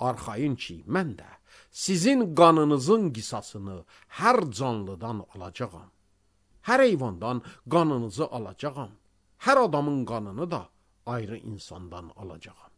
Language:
Azerbaijani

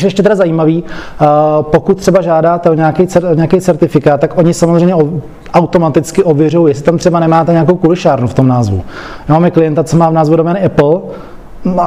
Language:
Czech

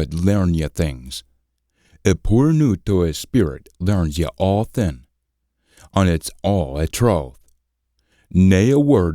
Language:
Scots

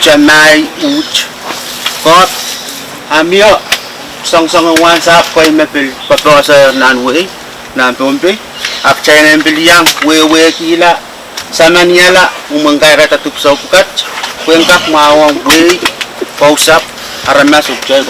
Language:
Pohnpeian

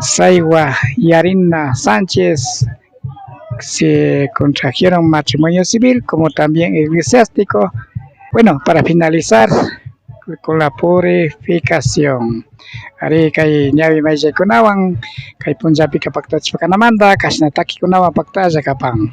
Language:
Imbabura Highland Quichua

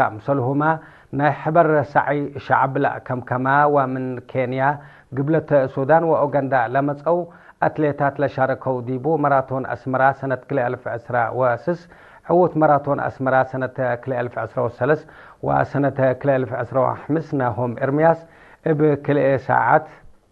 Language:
Tigre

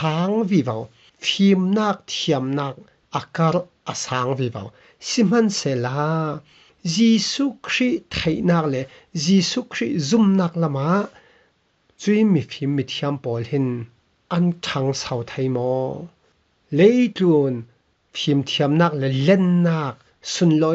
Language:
Falam Chin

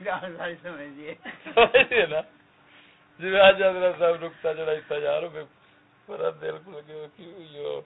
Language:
Saraiki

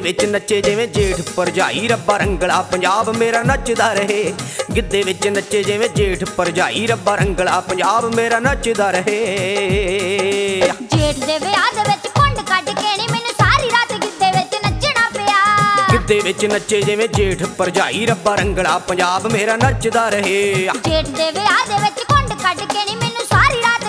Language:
Punjabi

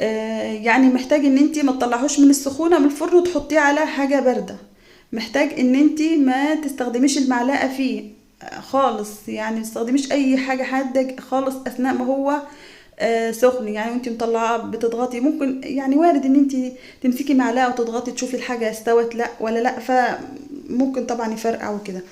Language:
Egyptian Arabic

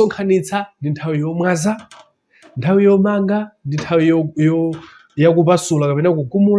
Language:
Nyanja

